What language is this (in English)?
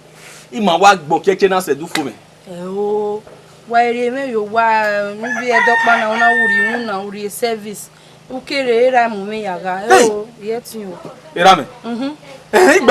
Bini